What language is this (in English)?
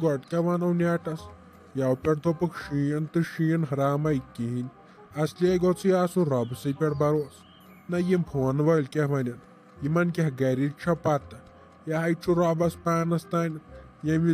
Kashmiri